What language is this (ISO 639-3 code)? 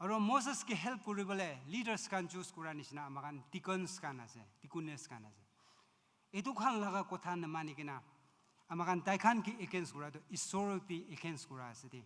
nag